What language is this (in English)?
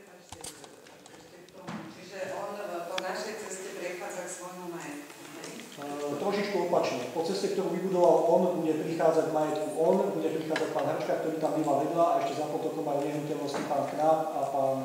Slovak